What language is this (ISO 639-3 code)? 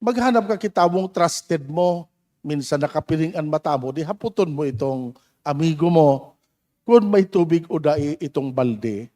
bik